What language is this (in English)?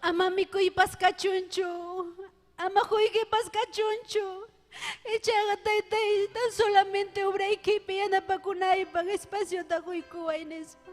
Ayacucho Quechua